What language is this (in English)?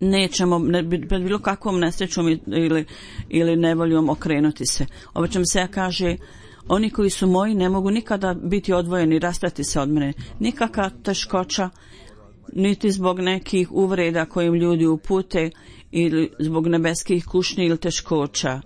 Bosnian